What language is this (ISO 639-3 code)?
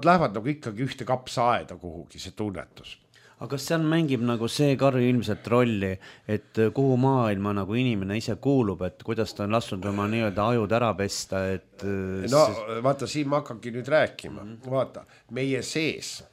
est